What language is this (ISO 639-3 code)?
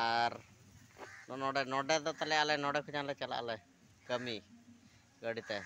sat